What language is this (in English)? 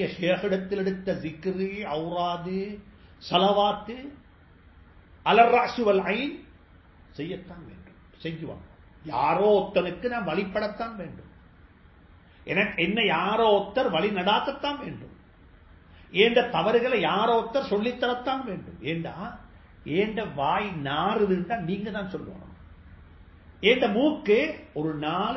Tamil